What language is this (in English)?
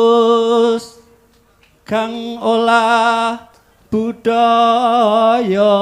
Javanese